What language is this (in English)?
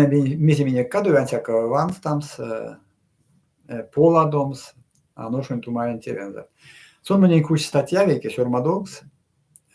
Erzya